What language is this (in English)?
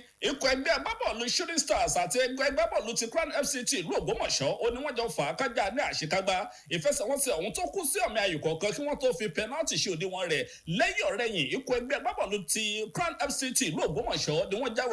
Yoruba